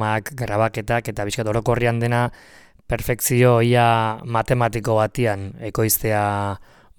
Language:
Basque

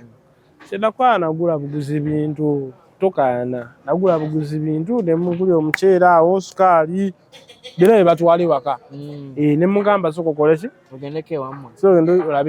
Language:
Ganda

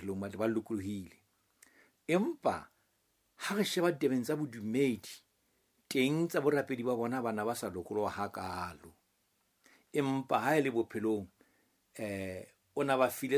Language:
Southern Sotho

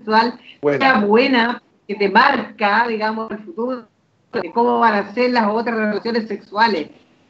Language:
Spanish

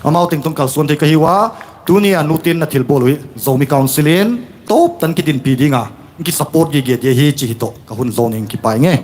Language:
Tedim Chin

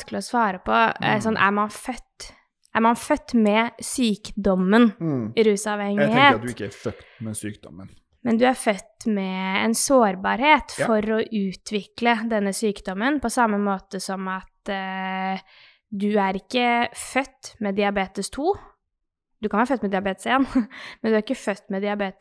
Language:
Norwegian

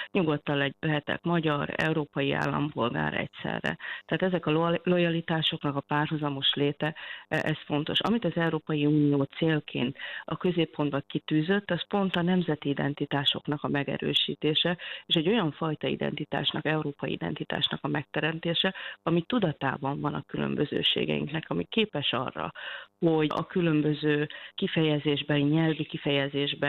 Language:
Hungarian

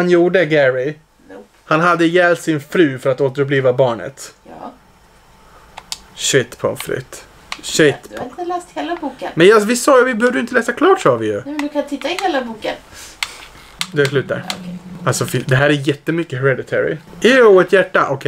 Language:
Swedish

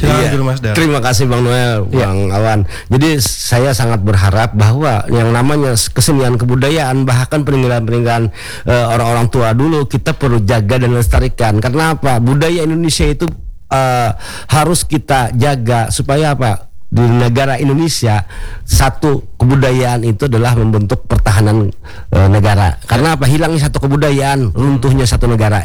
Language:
Indonesian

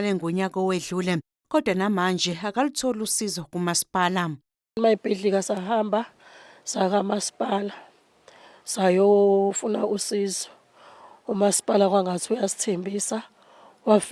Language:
Zulu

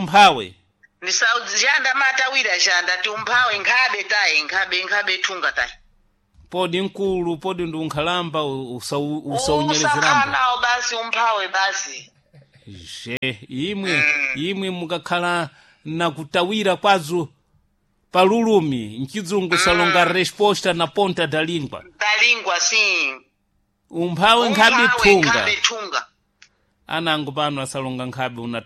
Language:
Sena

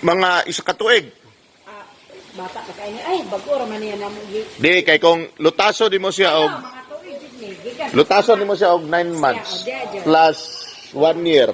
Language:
Cebuano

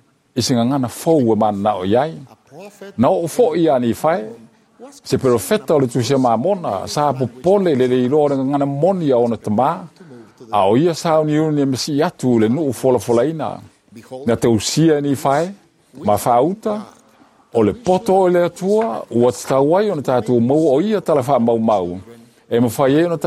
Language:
Samoan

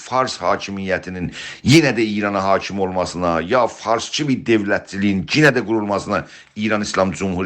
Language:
South Azerbaijani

